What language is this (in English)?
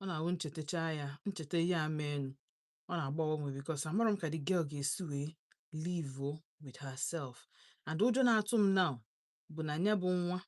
Igbo